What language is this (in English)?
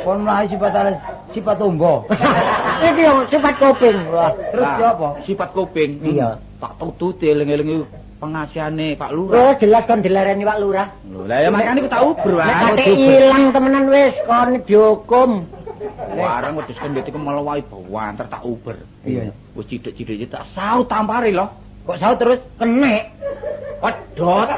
Javanese